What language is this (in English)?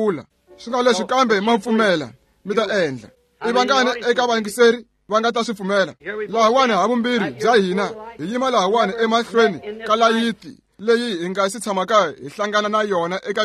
Tsonga